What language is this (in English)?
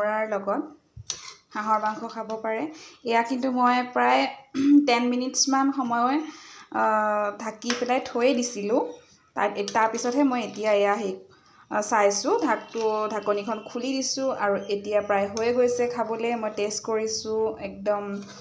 Assamese